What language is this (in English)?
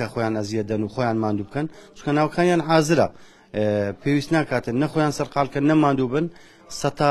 Central Kurdish